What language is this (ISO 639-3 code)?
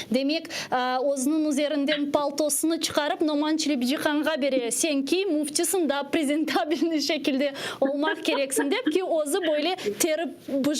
crh